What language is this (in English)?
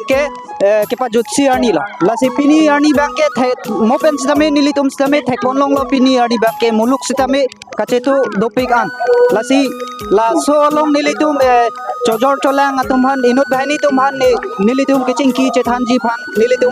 Karbi